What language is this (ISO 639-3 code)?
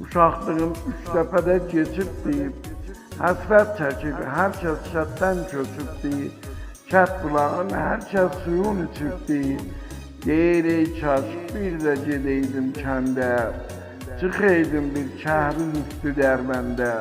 azb